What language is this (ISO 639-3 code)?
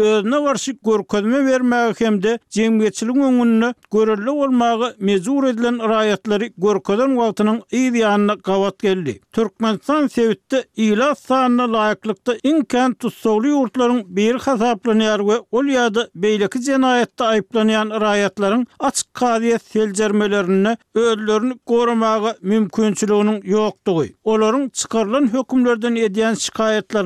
tuk